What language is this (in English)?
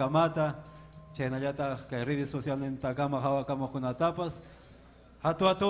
Ayacucho Quechua